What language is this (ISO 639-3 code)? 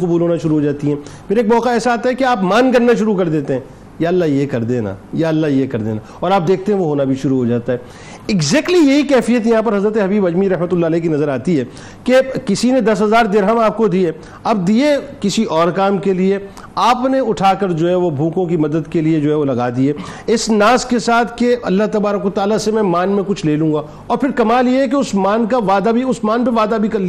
urd